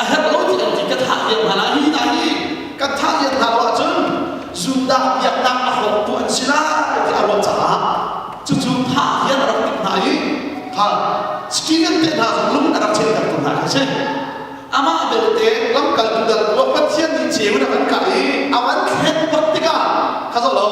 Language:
Hakha Chin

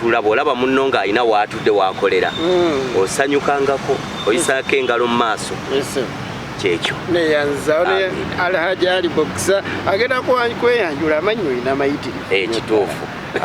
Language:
Ganda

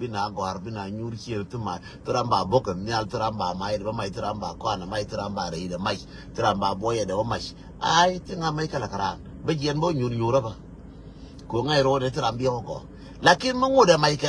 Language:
Nuer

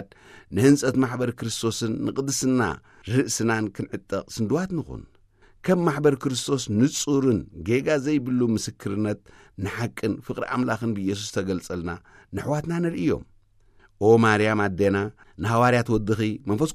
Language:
Tigrinya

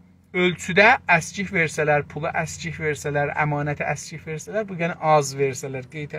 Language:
South Azerbaijani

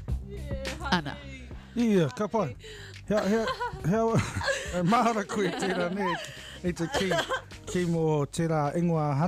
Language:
Māori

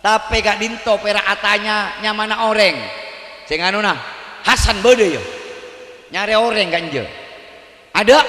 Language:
Madurese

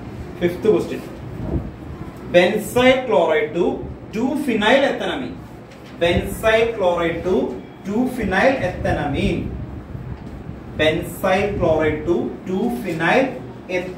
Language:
Malayalam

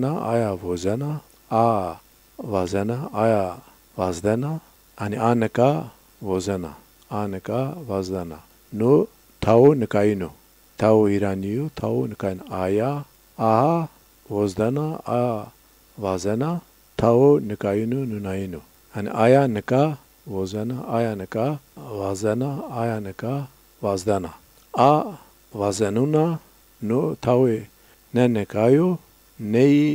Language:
Zaza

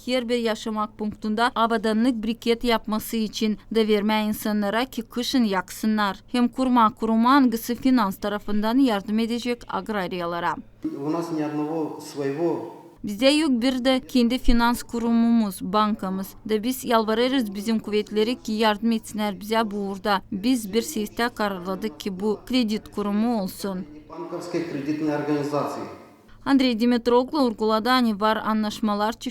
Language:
Gagauz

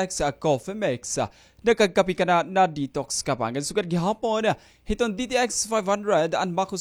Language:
Waray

